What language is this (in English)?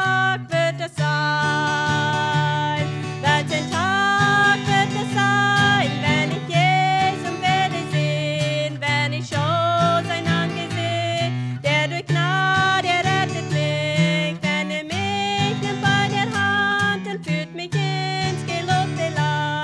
Plautdietsch